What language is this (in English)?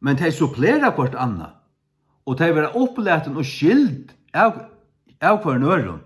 Faroese